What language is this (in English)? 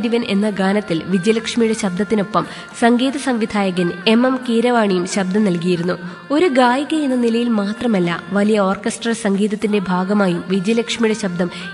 Malayalam